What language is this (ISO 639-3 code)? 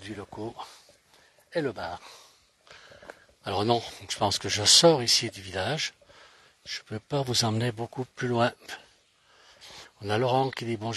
fra